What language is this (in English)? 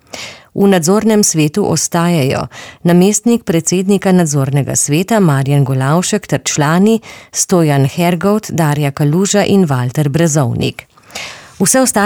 Slovenian